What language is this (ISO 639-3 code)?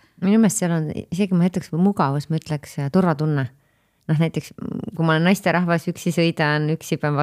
est